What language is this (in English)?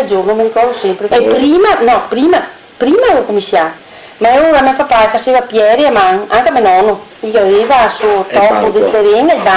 Venetian